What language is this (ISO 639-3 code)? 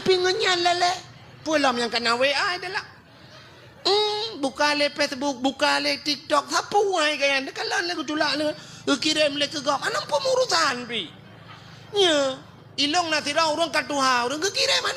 ace